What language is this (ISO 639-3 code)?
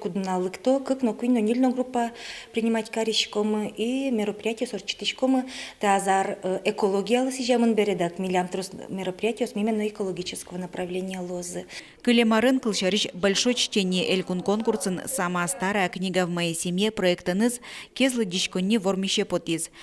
udm